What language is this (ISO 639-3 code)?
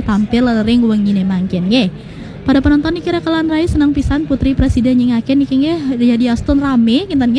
ban